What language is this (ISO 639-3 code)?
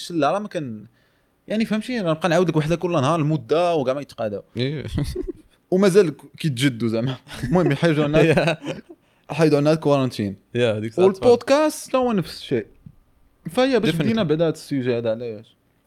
ary